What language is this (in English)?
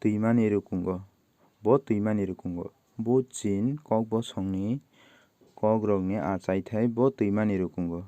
Kok Borok